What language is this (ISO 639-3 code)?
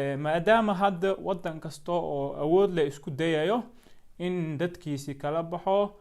som